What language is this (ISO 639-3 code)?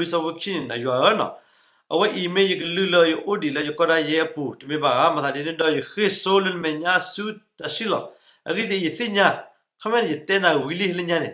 ksw